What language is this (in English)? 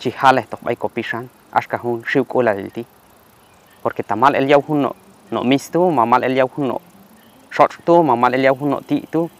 Q'anjob'al